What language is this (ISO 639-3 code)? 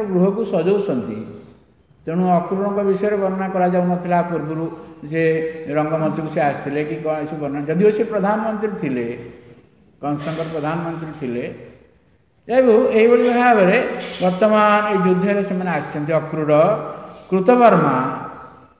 ori